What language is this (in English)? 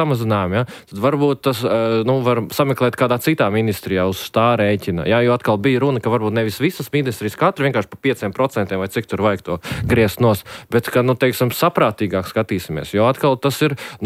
Latvian